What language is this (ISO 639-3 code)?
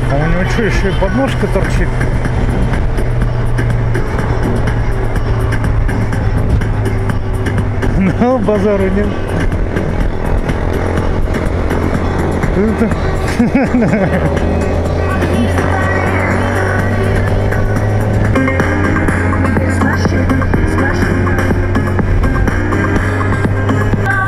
rus